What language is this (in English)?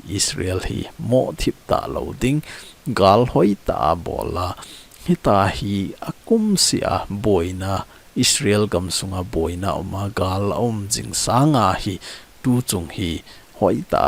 Thado Chin